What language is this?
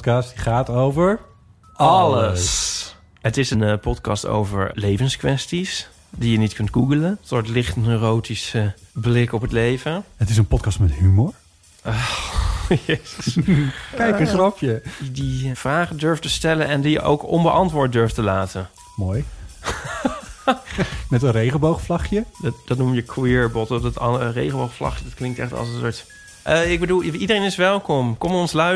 Dutch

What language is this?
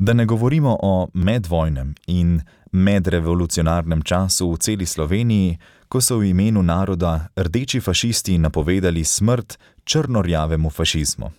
Slovenian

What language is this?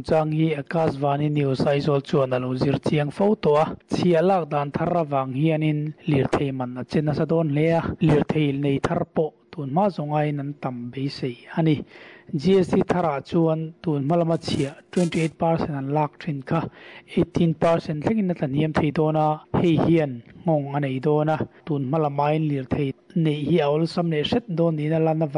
Mizo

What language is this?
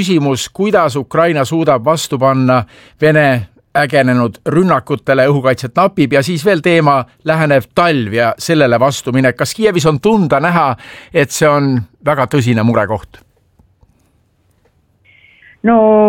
Estonian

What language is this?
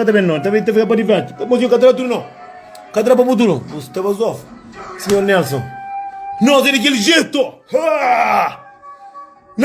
Kabuverdianu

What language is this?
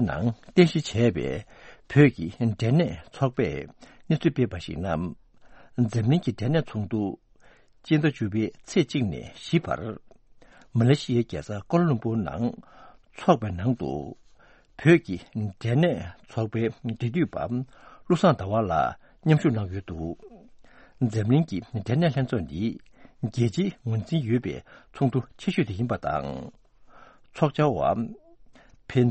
Tibetan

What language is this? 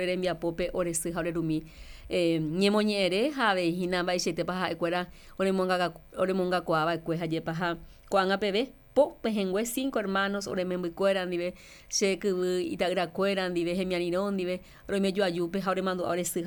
Guarani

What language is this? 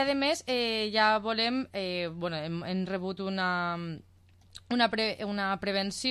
Catalan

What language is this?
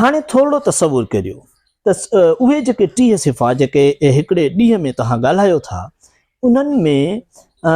Sindhi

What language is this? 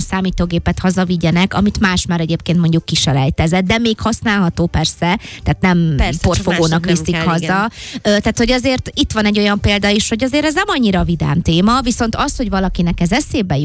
Hungarian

